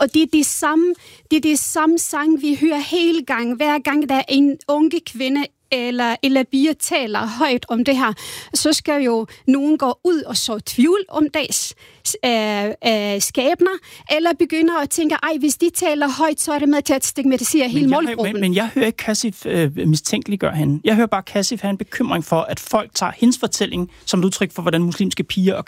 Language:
Danish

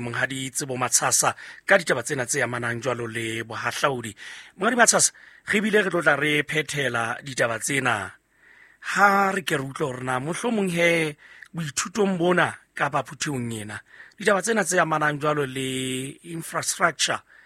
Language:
Southern Sotho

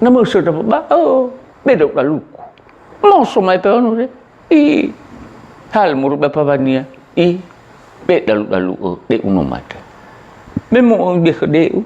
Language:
Nias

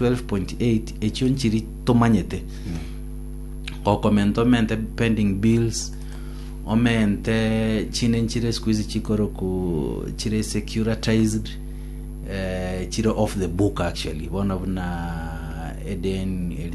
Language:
Gusii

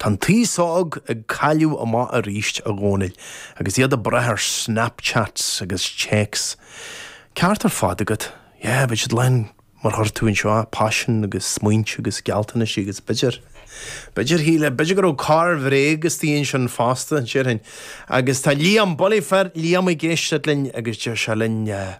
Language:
Irish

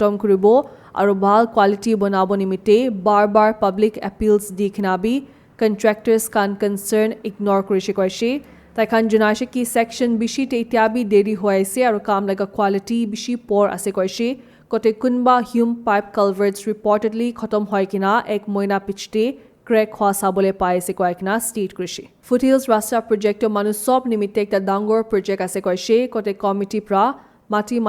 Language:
Naga Pidgin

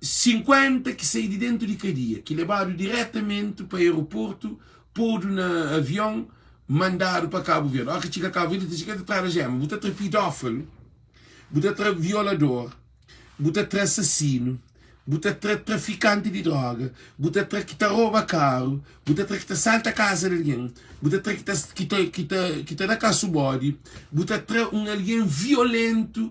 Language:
Kabuverdianu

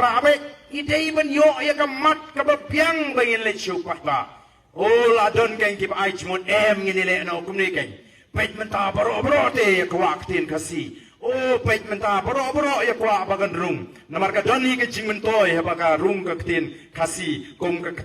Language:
Khasi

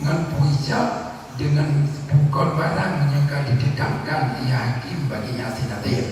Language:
Achinese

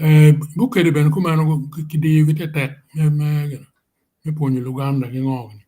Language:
Acoli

